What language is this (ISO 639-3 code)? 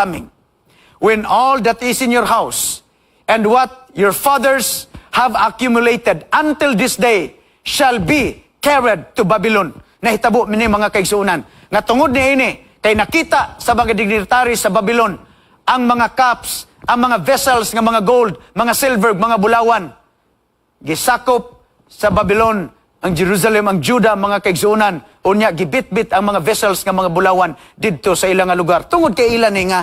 ceb